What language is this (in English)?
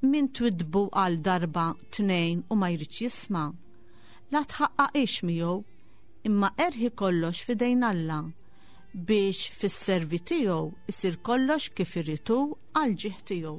Maltese